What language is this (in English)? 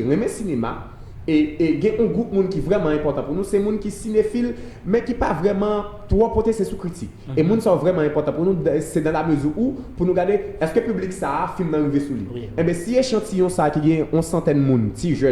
Haitian Creole